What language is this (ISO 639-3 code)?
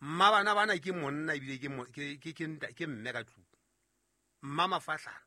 sot